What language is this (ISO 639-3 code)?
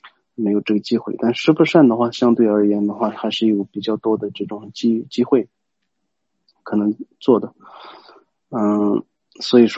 zho